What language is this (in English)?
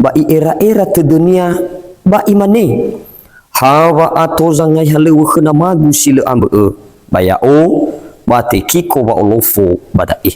Nias